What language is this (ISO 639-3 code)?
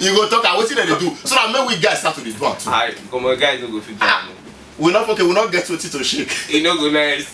pcm